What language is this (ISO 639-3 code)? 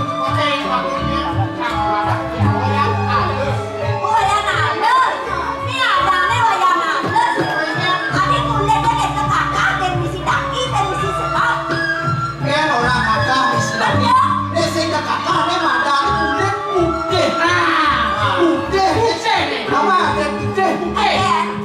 ban